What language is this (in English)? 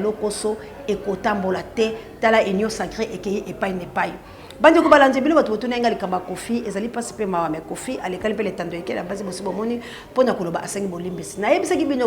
Lingala